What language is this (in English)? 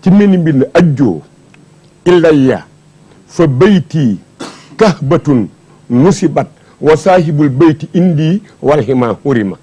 Wolof